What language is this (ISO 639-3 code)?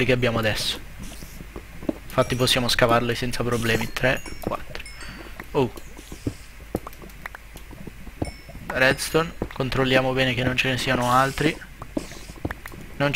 ita